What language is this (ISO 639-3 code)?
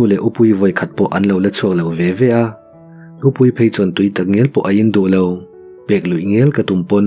lus